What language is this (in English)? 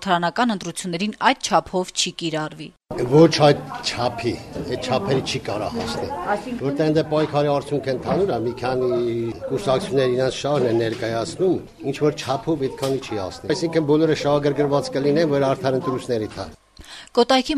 Armenian